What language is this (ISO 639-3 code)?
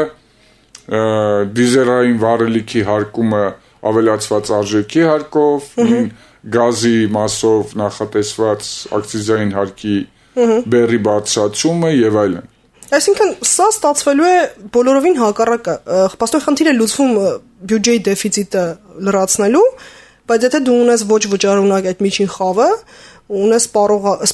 hye